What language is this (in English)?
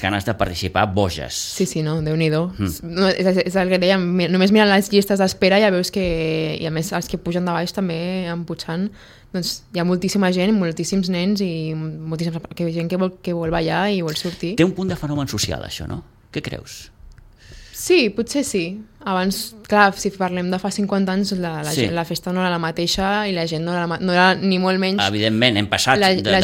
Catalan